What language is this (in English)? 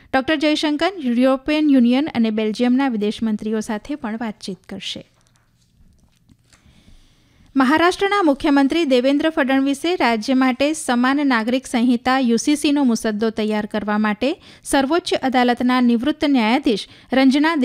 Gujarati